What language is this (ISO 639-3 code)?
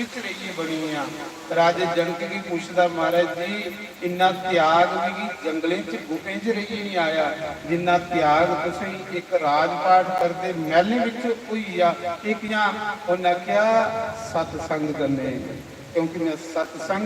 doi